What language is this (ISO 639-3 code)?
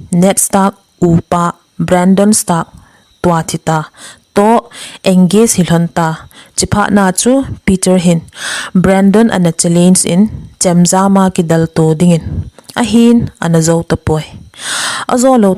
tcz